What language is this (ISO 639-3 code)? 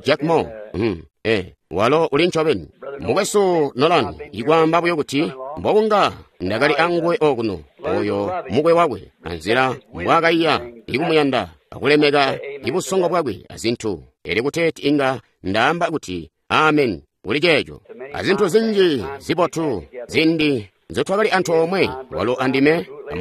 toi